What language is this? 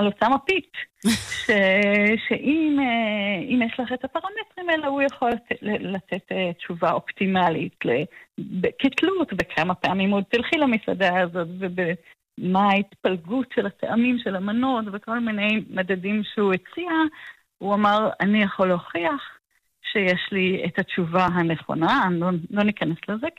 Hebrew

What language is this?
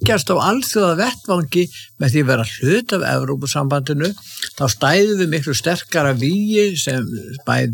Icelandic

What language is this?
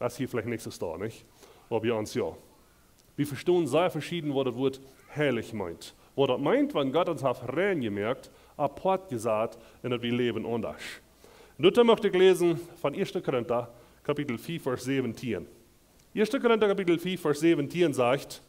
Plautdietsch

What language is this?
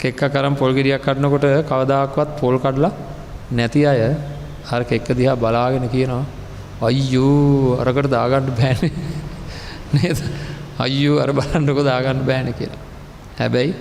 Sinhala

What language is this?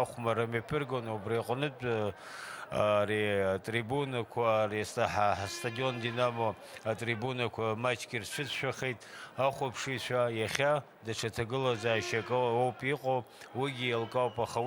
Abkhazian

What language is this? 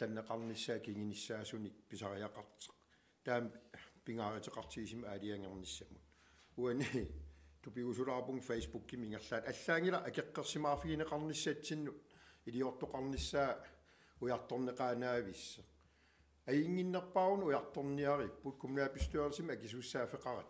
Kalaallisut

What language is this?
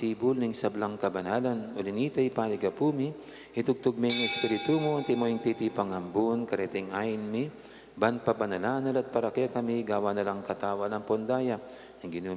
Pampanga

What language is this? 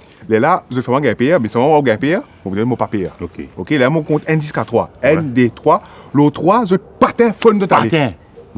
Morisyen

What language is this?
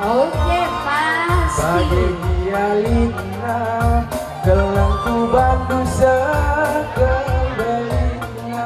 Batak Karo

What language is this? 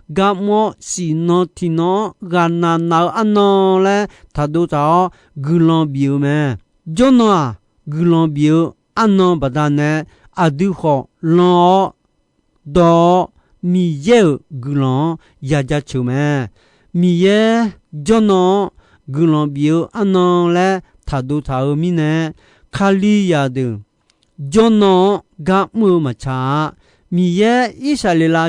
Akha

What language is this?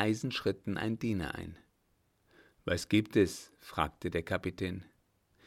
German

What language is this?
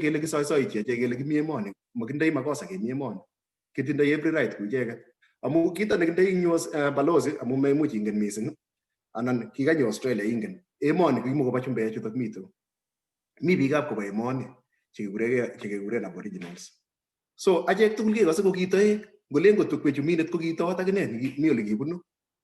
Kalenjin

